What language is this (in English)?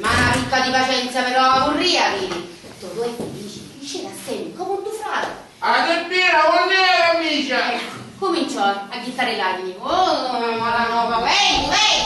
Sicilian